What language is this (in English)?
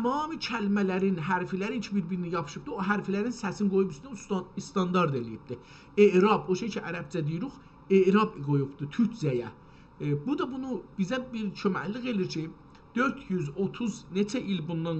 South Azerbaijani